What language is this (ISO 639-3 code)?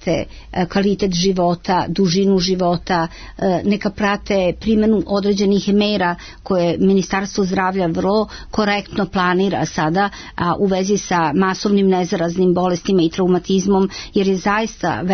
srp